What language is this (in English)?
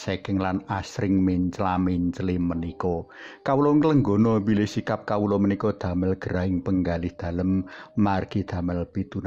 Javanese